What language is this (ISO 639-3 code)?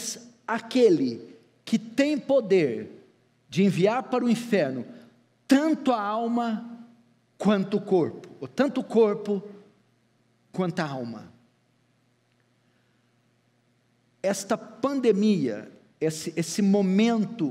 por